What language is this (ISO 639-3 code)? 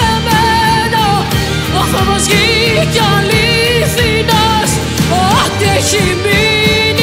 ell